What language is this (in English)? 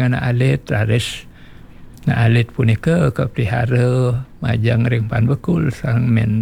Balinese